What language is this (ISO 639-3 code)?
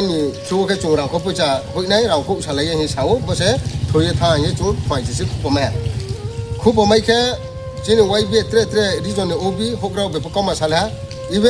ria